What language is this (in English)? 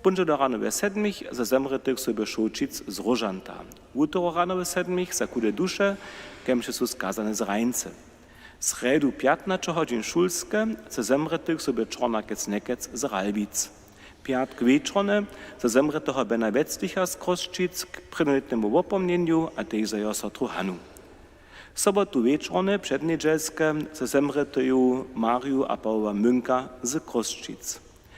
Upper Sorbian